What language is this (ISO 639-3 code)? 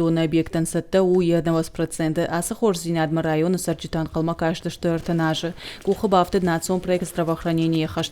oss